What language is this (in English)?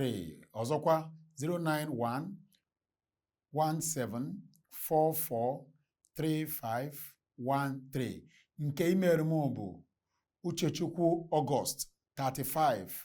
Igbo